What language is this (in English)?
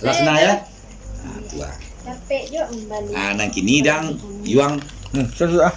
Minangkabau